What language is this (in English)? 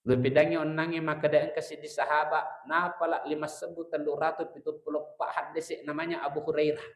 Buginese